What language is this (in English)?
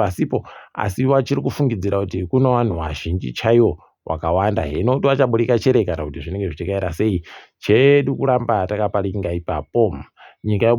Ndau